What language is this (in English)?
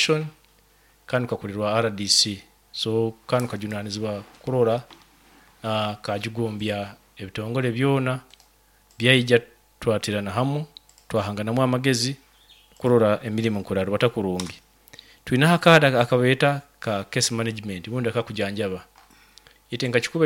Nyoro